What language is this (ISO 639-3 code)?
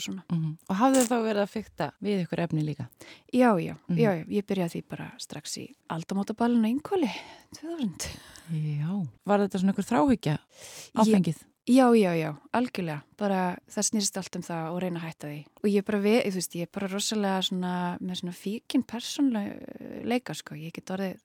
isl